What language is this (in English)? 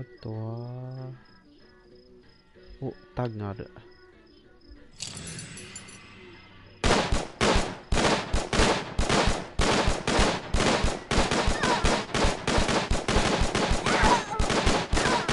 Japanese